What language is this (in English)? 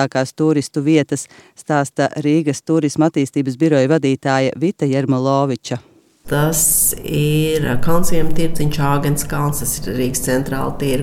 Latvian